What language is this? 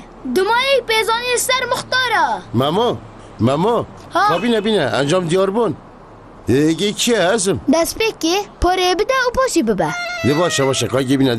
Kurdish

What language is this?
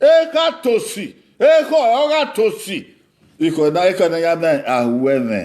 Bini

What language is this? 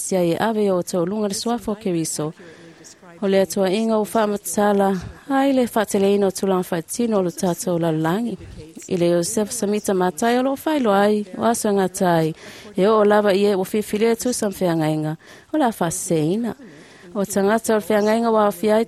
Samoan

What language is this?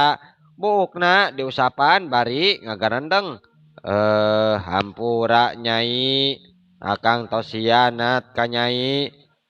Sundanese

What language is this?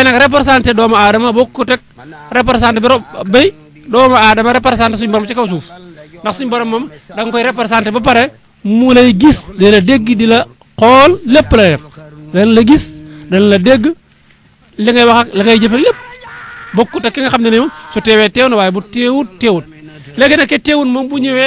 Wolof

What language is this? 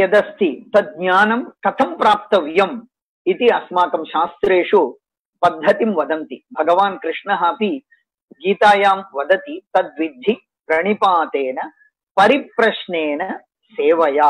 Sanskrit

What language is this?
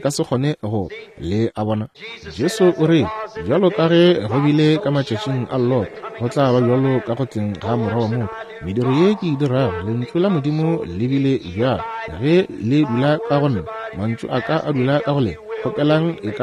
Northern Sotho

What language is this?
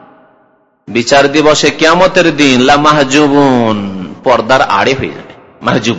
Bangla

